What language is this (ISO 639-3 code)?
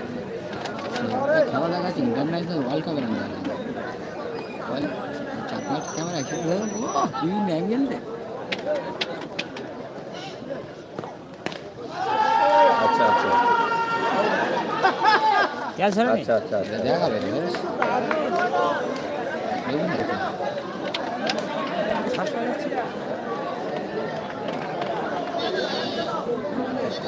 ben